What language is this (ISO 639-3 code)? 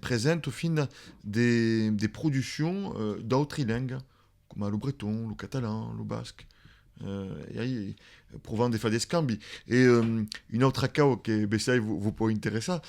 oci